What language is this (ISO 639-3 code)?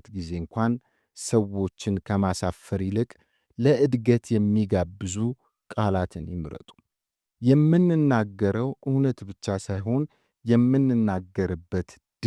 amh